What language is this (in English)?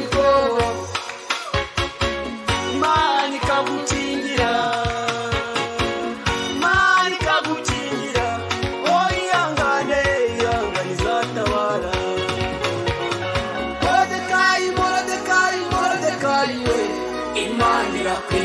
Kinyarwanda